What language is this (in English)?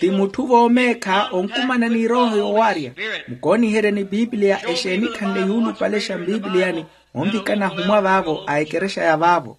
Makhuwa